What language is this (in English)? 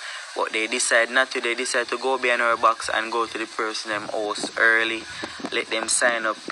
Jamaican Creole English